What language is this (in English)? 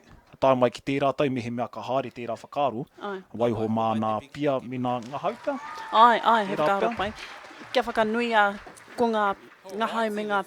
Māori